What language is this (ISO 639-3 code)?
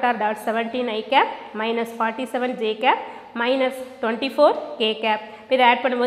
tam